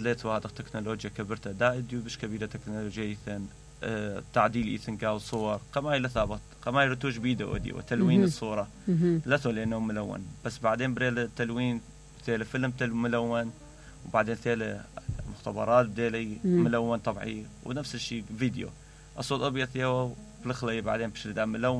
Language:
Mesopotamian Arabic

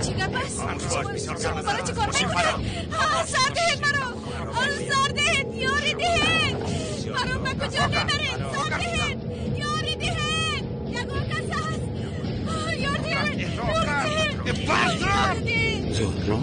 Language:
Tajik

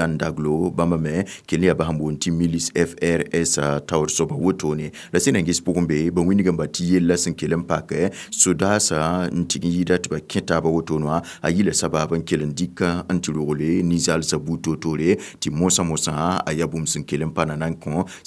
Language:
Mossi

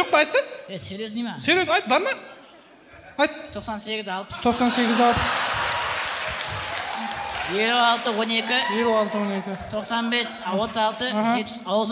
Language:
Kazakh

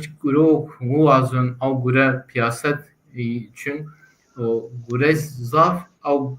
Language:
Zaza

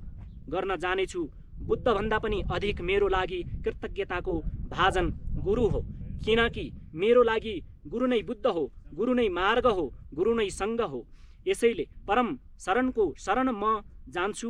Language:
Nepali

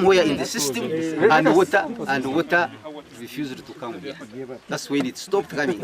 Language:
Nyankole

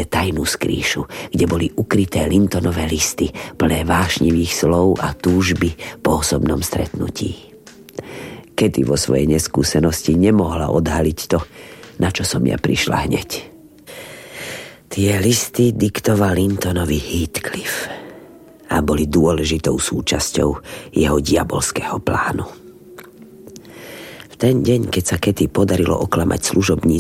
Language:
Slovak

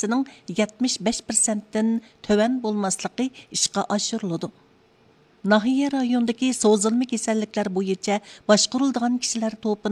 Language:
Uyghur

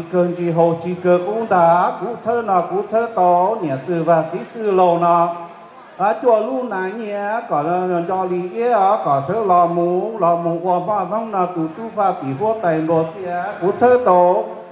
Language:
Hmong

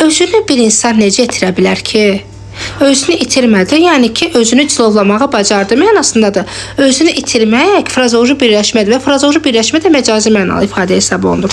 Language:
Azerbaijani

